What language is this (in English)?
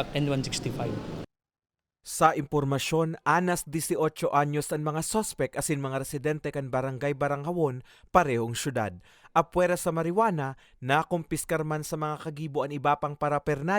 Bikol